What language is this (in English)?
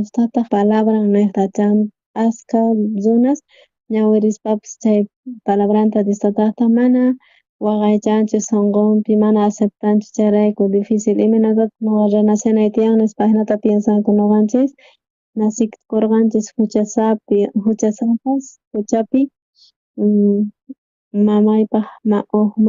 South Bolivian Quechua